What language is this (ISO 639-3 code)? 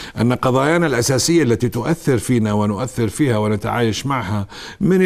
ara